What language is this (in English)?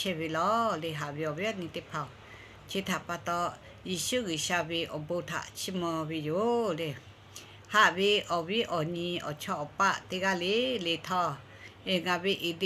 Lahu